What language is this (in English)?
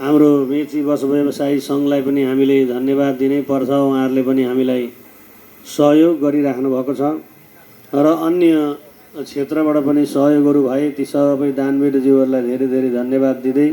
Nepali